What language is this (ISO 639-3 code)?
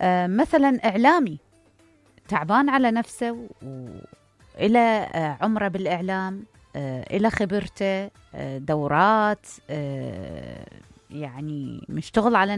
acm